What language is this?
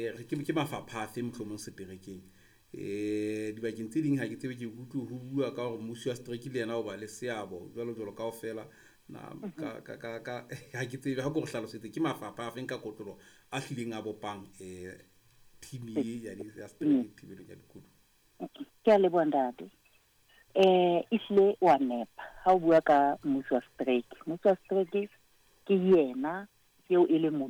Southern Sotho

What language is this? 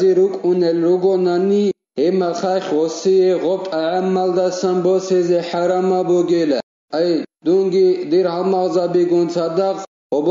Avaric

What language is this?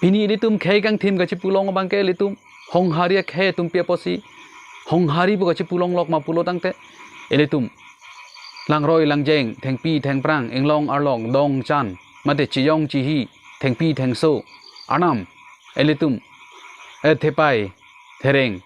Karbi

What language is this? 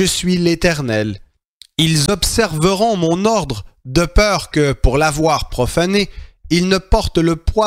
French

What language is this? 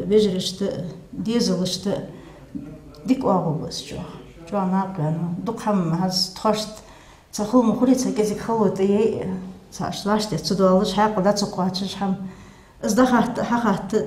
Ingush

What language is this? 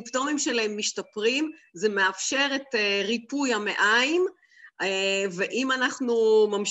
Hebrew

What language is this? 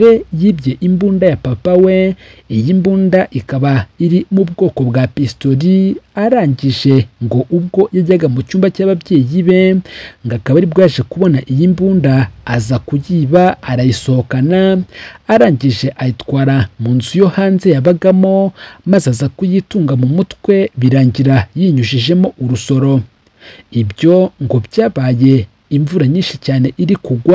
Kinyarwanda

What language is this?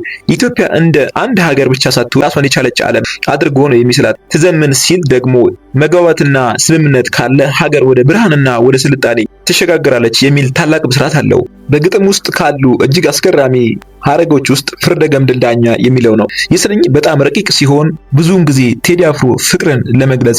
Amharic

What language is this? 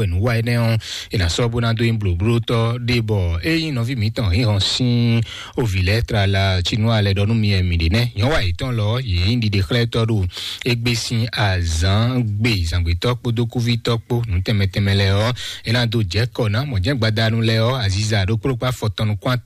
Fon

